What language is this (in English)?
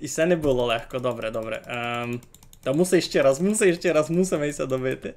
Rusyn